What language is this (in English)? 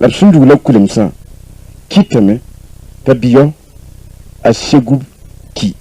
Mossi